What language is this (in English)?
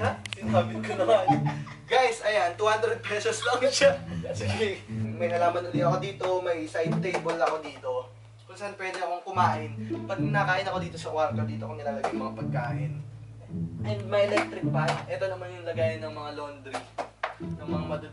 Filipino